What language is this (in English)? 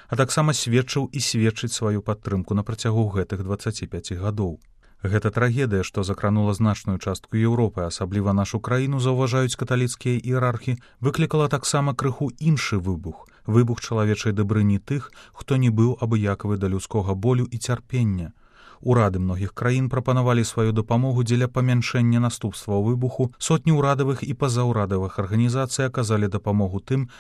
Belarusian